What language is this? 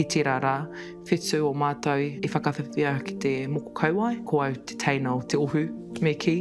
Māori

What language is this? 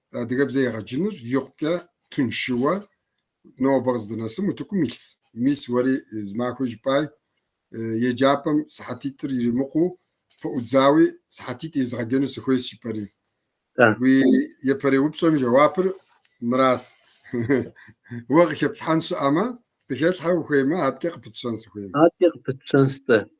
Kabardian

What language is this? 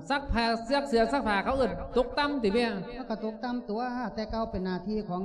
Lao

